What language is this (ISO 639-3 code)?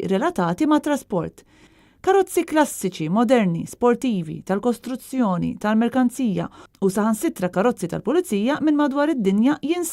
mlt